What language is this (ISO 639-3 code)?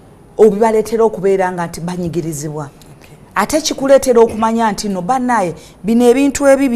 lug